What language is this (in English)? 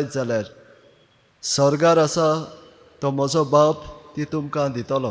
Konkani